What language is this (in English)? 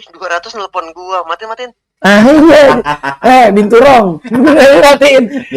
Betawi